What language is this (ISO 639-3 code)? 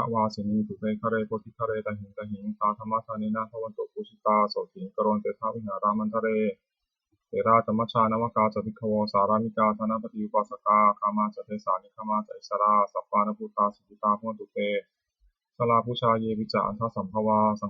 pli